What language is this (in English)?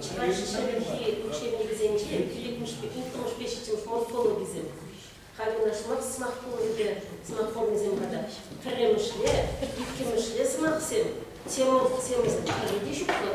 Chuvash